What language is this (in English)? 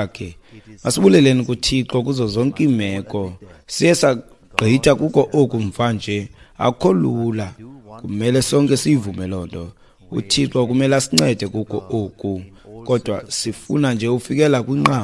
Xhosa